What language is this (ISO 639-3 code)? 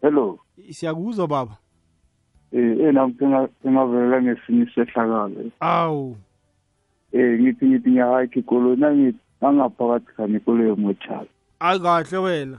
nbl